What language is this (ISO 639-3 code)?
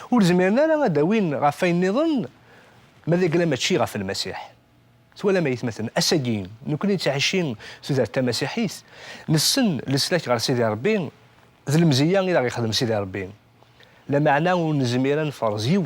kab